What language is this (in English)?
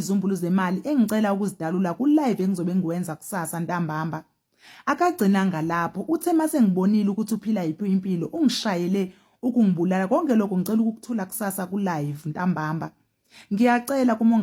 Zulu